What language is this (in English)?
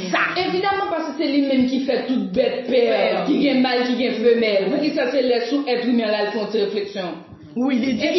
Haitian Creole